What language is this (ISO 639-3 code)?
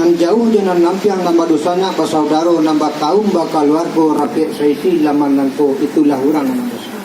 min